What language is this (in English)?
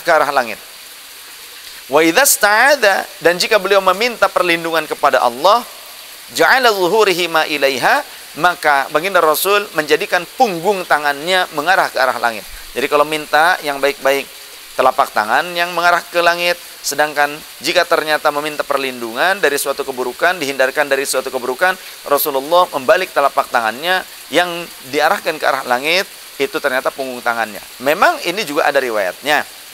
Indonesian